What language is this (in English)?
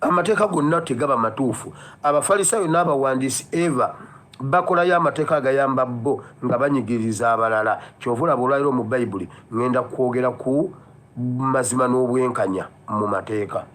Ganda